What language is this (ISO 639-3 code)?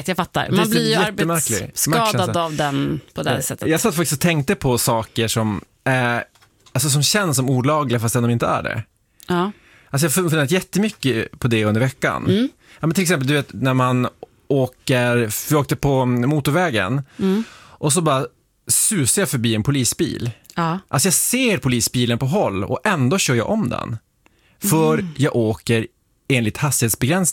swe